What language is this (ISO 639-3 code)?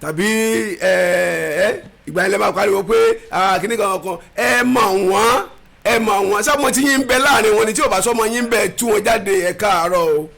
yor